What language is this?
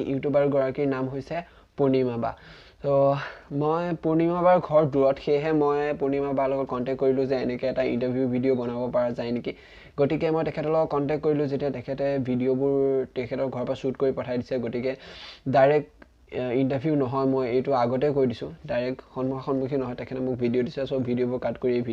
Assamese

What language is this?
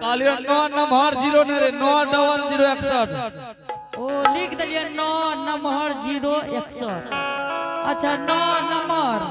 Angika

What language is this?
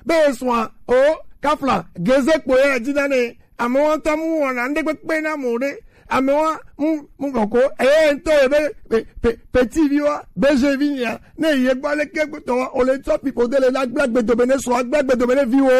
Gen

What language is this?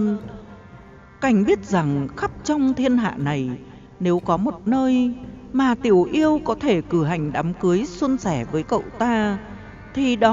Vietnamese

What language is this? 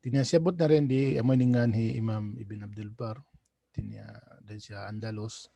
Tausug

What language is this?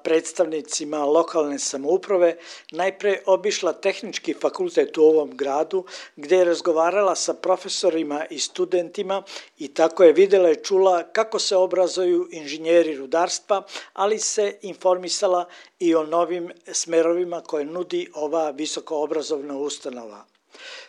Serbian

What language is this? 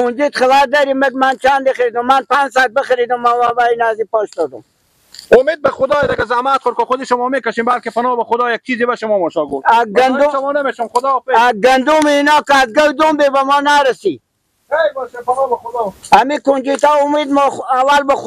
Persian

